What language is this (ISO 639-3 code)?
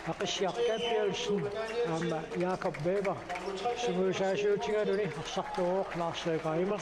kal